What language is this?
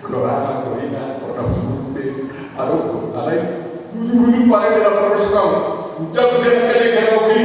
Batak Toba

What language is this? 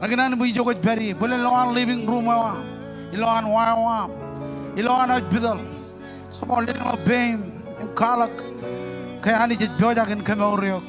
Marshallese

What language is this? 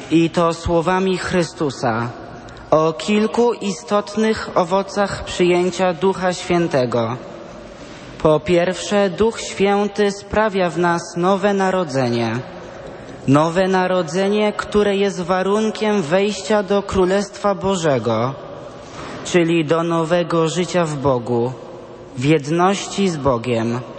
Polish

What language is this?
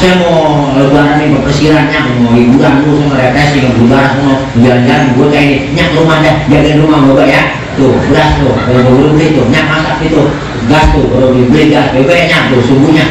Betawi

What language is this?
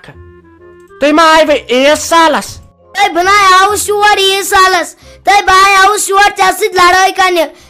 Kashmiri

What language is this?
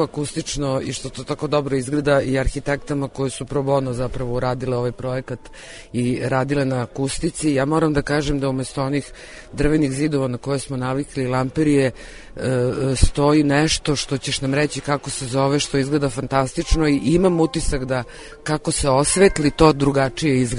Serbian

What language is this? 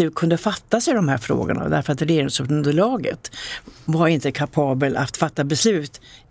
Swedish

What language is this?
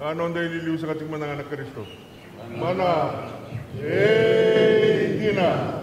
Fijian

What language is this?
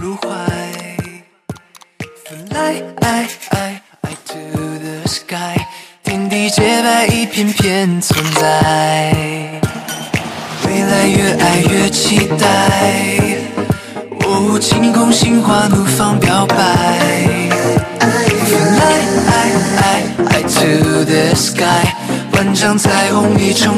Chinese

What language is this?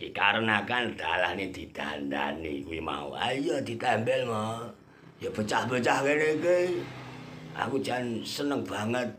Javanese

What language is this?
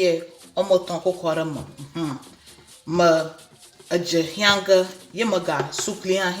Ewe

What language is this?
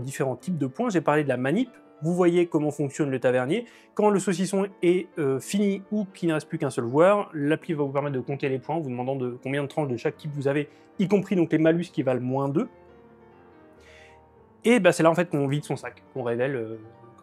French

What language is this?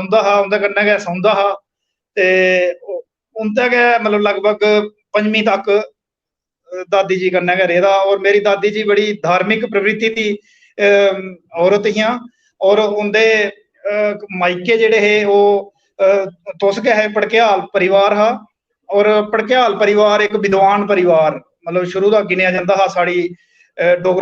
Dogri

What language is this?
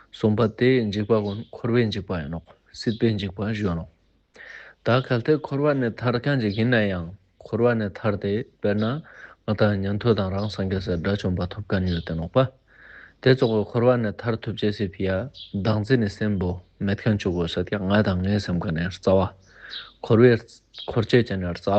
Ladakhi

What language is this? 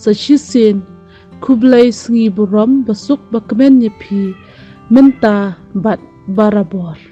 Khasi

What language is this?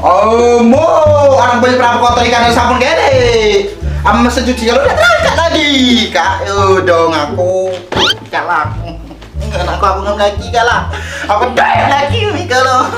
Musi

